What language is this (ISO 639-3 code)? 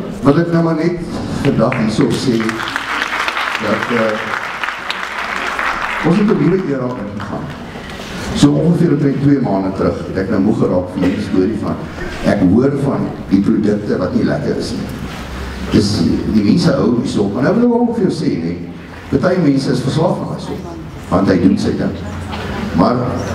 afr